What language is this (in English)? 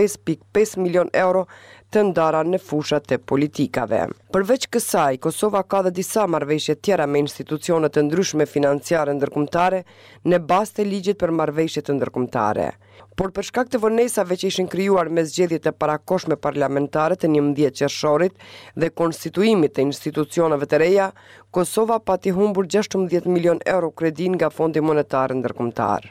Albanian